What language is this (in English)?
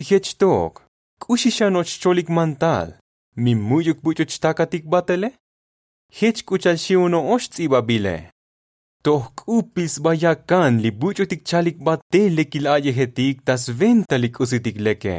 Tzotzil